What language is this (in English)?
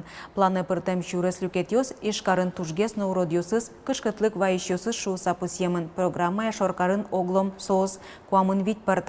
Udmurt